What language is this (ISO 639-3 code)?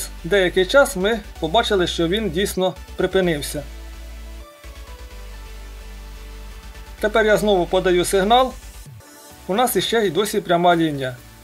ukr